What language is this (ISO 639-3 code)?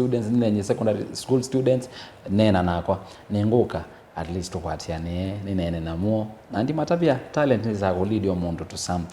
kam